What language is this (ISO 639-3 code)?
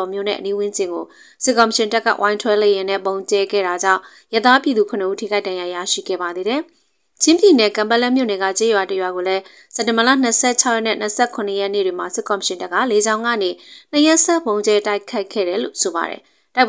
mya